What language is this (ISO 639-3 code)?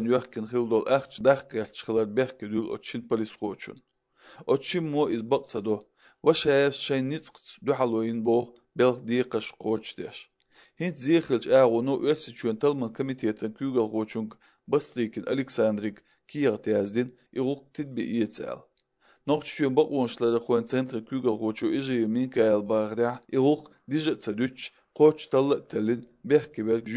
che